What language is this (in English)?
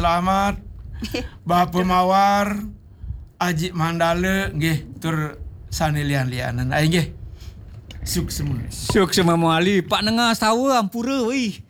Balinese